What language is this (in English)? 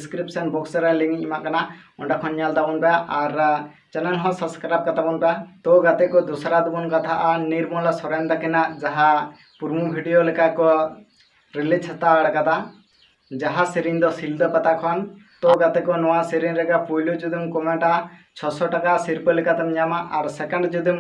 Santali